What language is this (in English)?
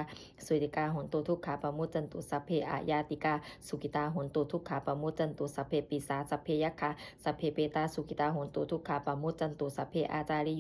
Pali